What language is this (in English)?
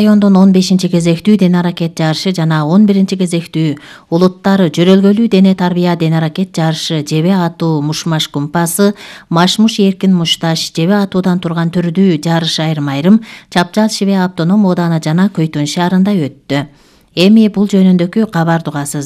Kyrgyz